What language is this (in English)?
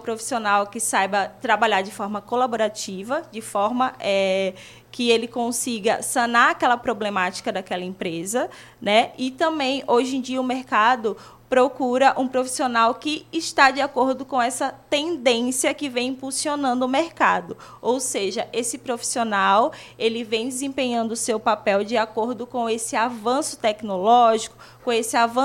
Portuguese